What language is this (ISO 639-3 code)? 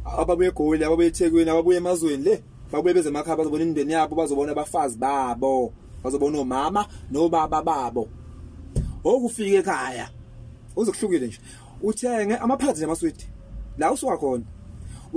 zul